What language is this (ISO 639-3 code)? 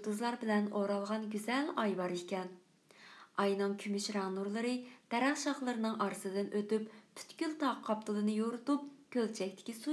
uig